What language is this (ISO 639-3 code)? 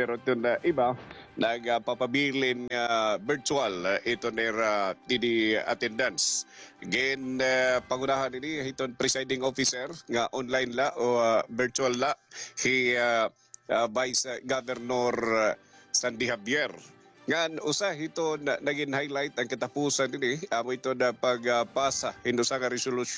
war